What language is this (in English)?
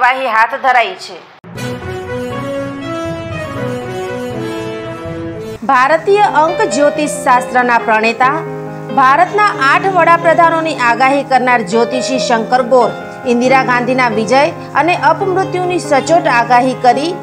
Gujarati